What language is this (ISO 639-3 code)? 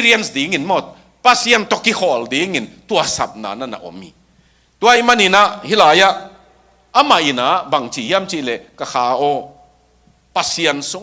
ctd